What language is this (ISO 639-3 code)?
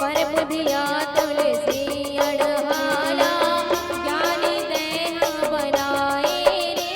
hne